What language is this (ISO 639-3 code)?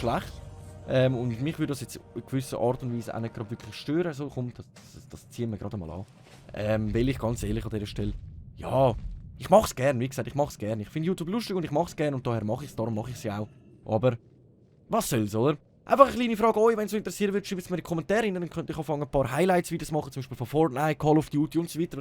gsw